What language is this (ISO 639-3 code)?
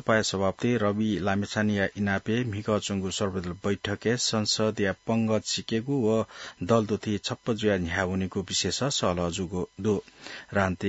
new